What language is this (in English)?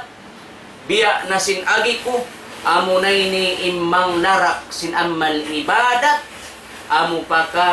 Tausug